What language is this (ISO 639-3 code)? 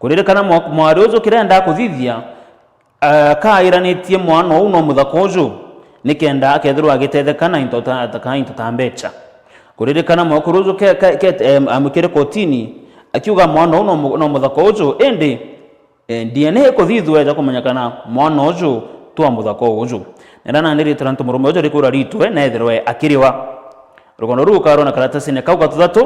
mer